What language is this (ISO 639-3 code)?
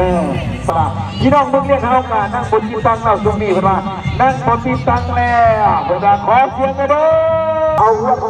lao